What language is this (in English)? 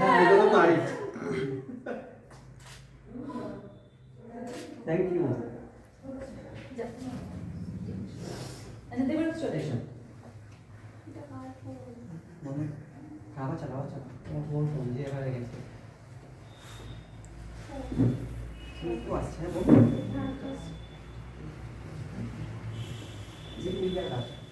Bangla